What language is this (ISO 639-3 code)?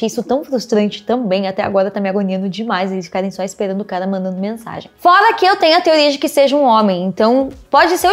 por